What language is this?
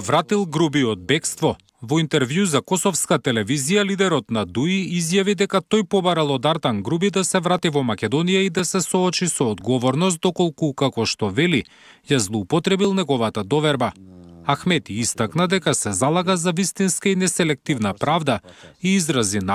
Macedonian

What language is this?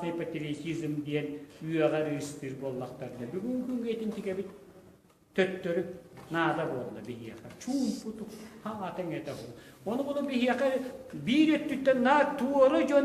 Yakut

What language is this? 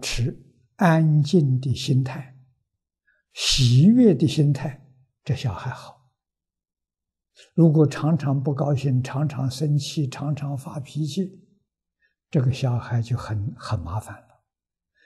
Chinese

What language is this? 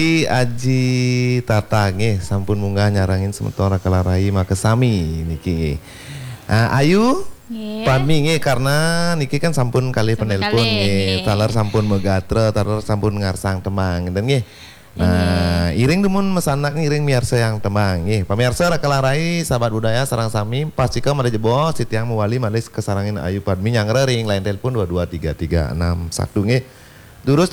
Balinese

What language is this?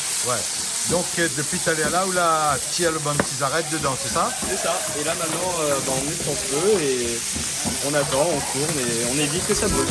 Réunion Creole French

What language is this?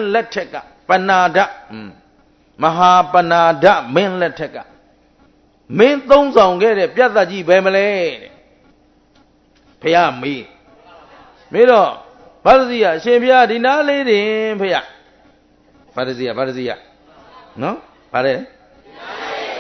Burmese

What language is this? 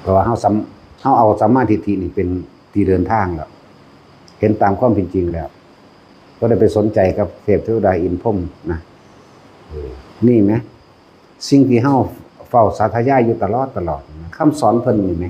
Northeastern Thai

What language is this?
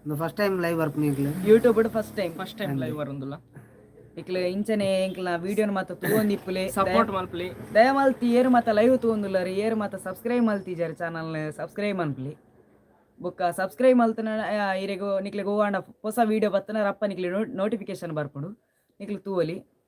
Tulu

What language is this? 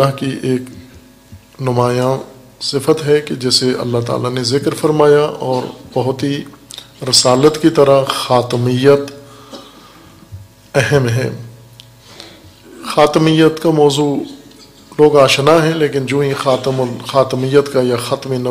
Urdu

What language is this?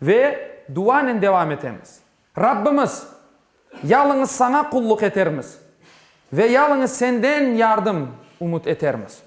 Crimean Tatar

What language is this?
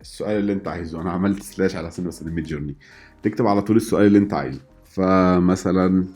Egyptian Arabic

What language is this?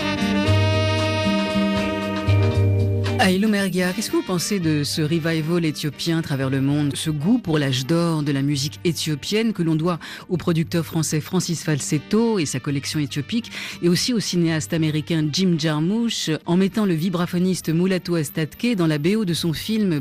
French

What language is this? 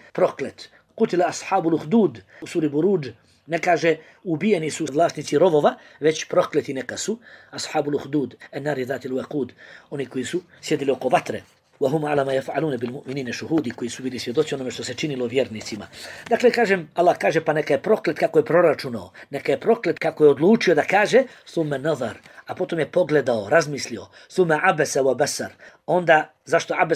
Bosnian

